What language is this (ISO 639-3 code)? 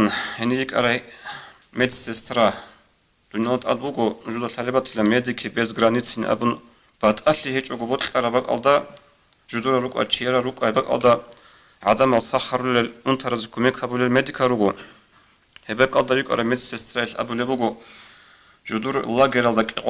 ava